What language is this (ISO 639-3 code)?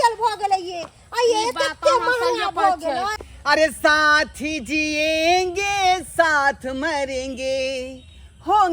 mai